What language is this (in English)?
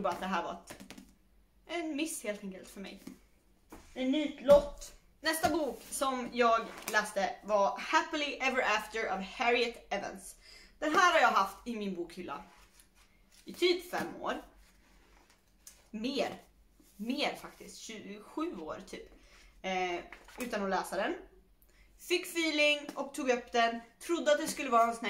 Swedish